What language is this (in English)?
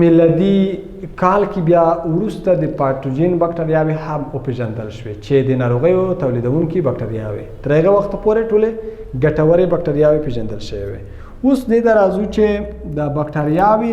Pashto